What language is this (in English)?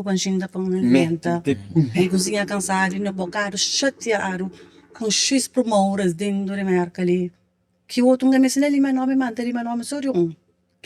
Kabuverdianu